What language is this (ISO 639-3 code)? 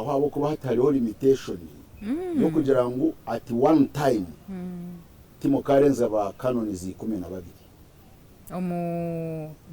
nyn